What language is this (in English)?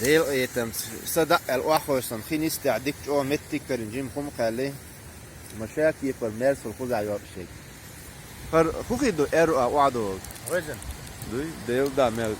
Chechen